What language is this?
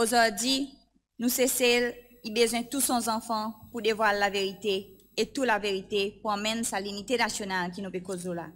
Seselwa Creole French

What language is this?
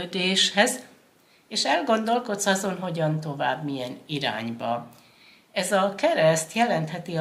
Hungarian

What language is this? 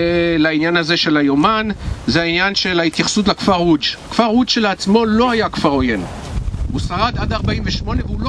Hebrew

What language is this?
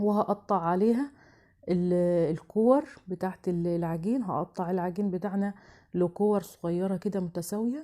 Egyptian Arabic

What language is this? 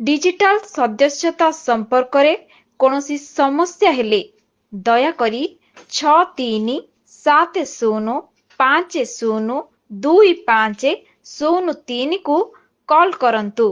Odia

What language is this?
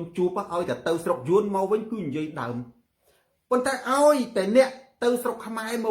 Khmer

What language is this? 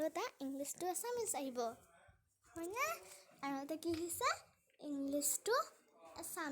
Assamese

